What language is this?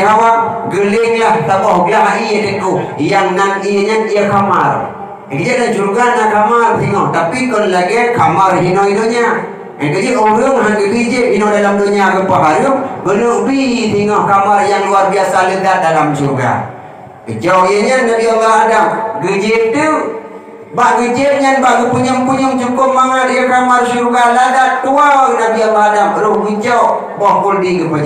Achinese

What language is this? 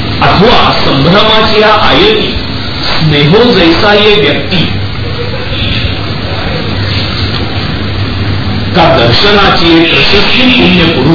Marathi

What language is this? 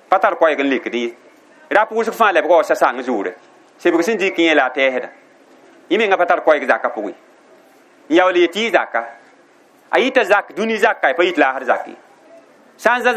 Mossi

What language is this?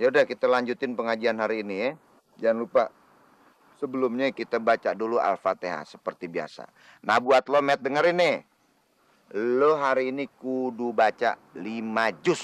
Betawi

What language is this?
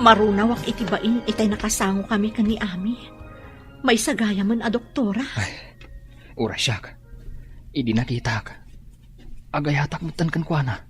Iloko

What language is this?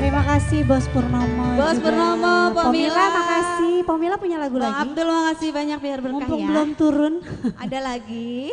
Betawi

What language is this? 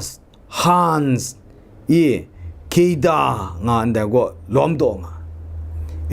Kachin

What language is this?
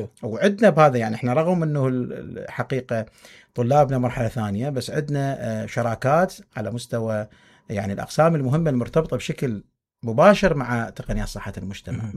Mesopotamian Arabic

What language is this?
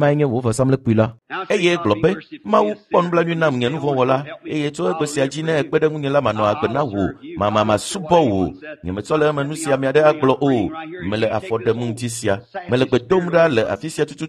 Ewe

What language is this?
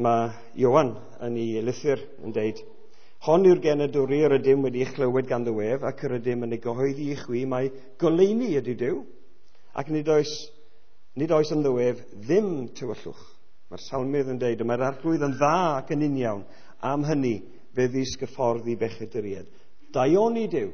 Welsh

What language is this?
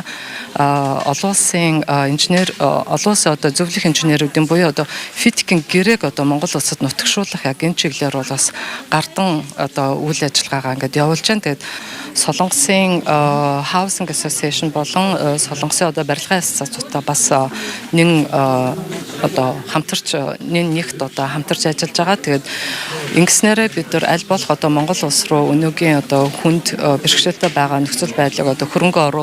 Mongolian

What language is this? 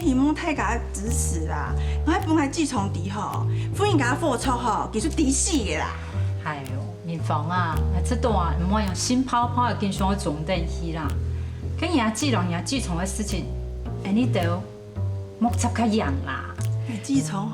Hakka Chinese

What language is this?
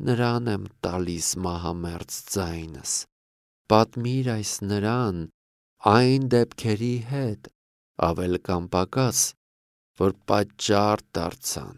Armenian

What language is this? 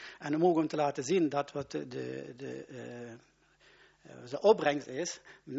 Dutch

